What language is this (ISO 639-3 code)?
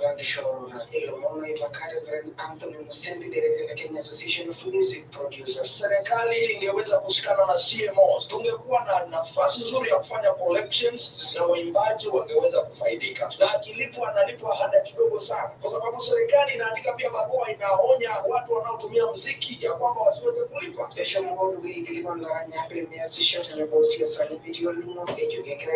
mas